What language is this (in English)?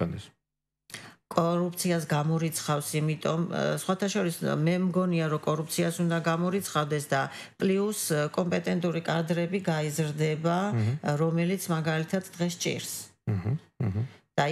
Georgian